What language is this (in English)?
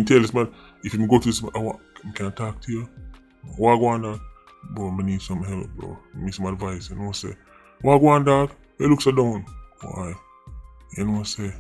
Jamaican Creole English